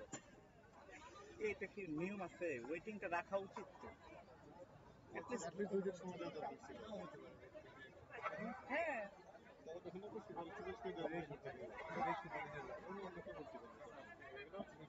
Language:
Bangla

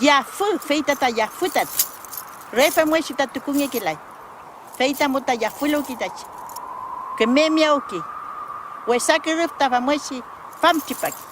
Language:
Mapuche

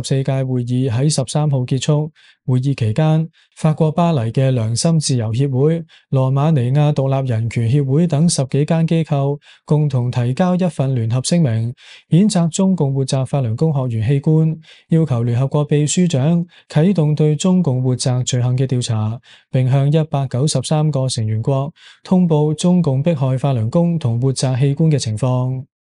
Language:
Cantonese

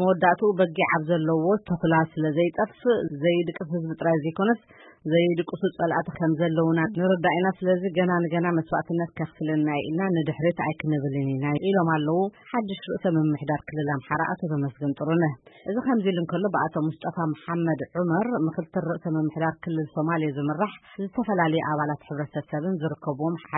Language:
Tigrinya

